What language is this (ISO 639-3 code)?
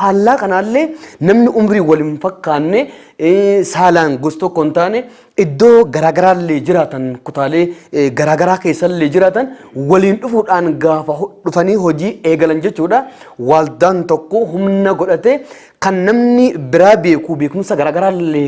orm